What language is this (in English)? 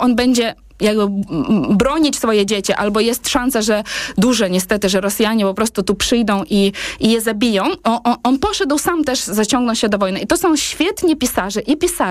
Polish